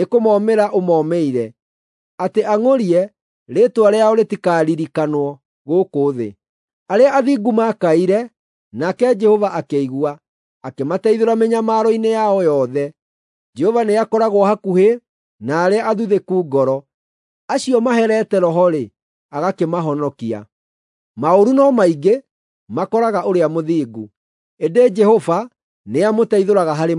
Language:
Kikuyu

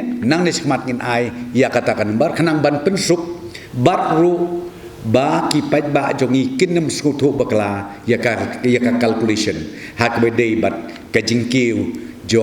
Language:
Khasi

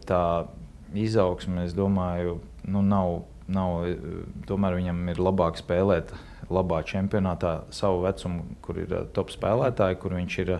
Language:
Latvian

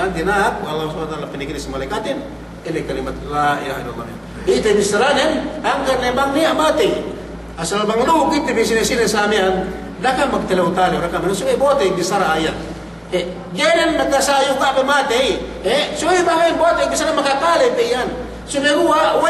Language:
Yakan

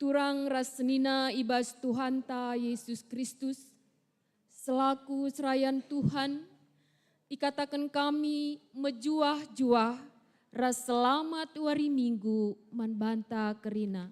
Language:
Batak Karo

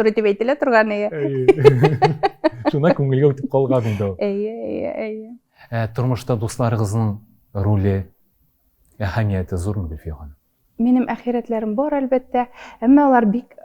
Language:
Tatar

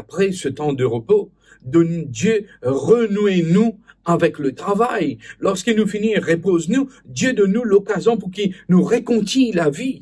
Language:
Morisyen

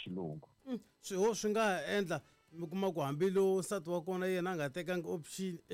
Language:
Tsonga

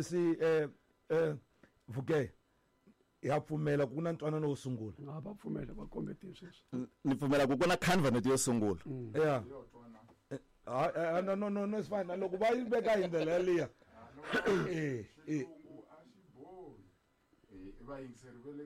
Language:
Tsonga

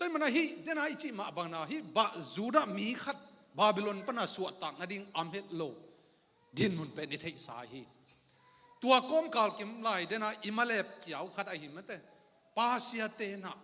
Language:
Tedim Chin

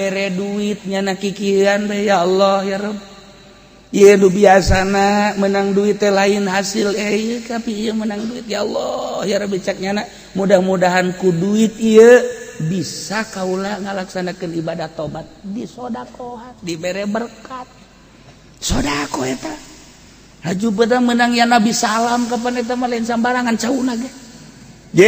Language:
Sundanese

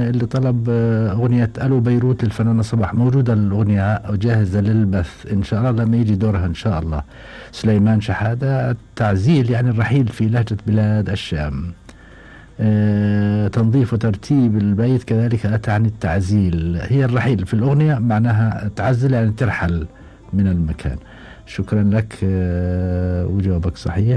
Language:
Gulf Arabic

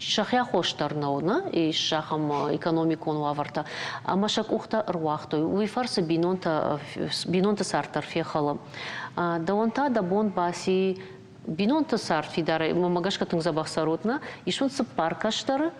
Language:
Ossetic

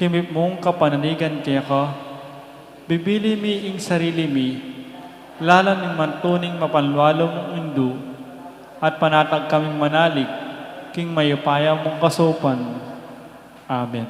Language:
Pampanga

